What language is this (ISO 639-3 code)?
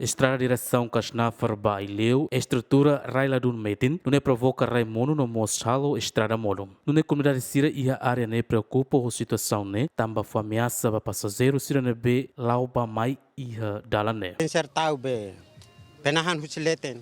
tet